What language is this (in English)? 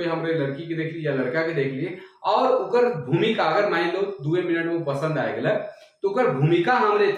Sadri